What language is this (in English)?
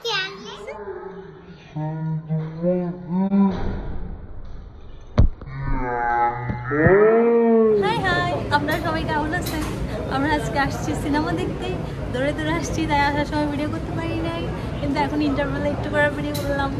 Bangla